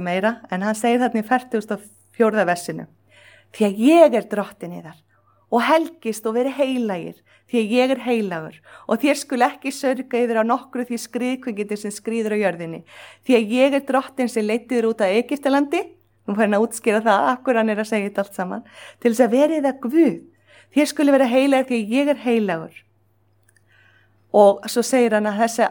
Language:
Icelandic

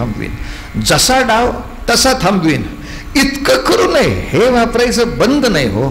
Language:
Marathi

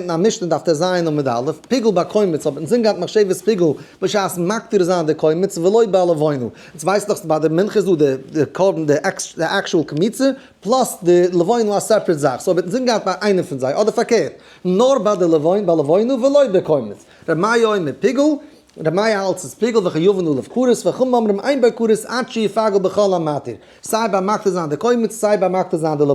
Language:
Yiddish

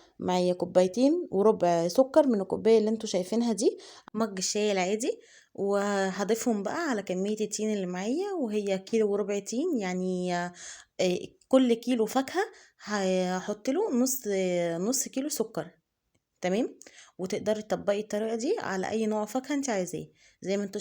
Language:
Egyptian Arabic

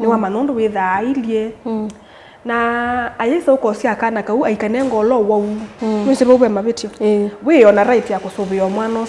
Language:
Kamba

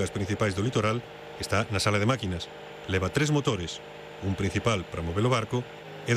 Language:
Galician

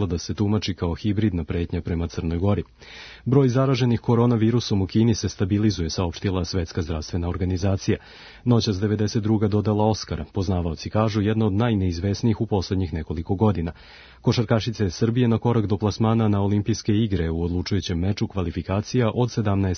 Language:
Serbian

